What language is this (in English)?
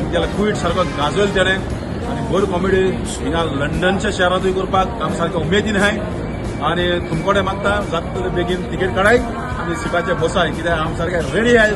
Konkani